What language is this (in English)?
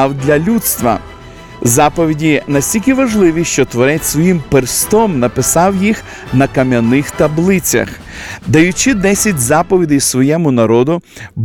Ukrainian